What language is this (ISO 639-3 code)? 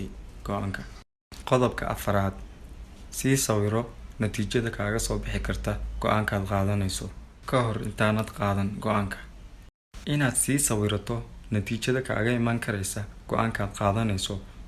som